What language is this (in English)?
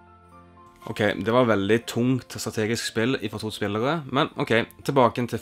Norwegian